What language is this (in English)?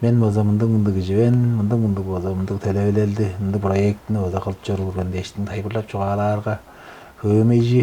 Tuvinian